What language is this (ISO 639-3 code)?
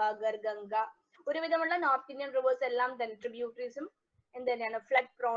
mal